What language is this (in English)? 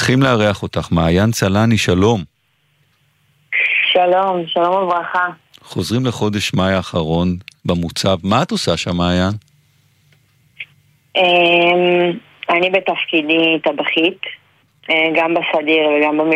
Hebrew